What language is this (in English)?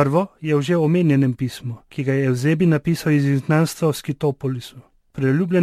Slovenian